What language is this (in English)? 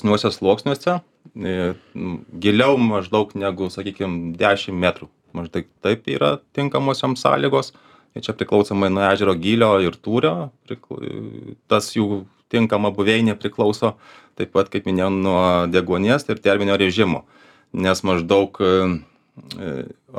Lithuanian